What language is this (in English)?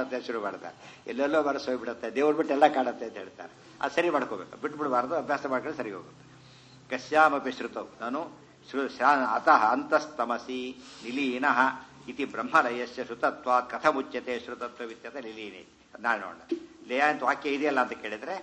Kannada